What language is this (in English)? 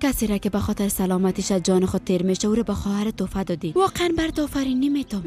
Persian